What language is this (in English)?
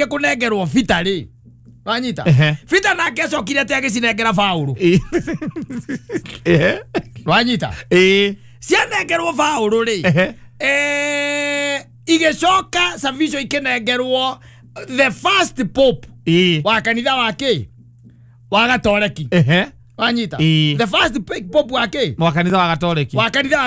Kikuyu